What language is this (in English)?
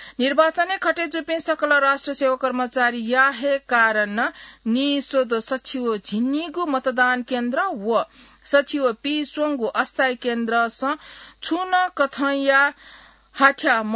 Newari